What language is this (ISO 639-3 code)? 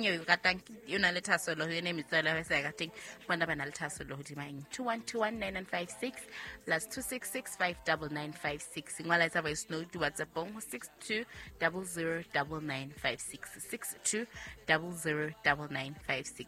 sot